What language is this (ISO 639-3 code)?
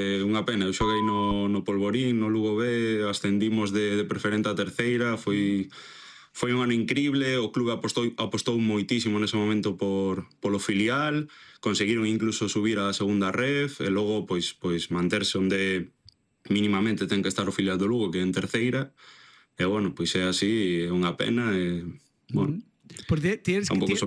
glg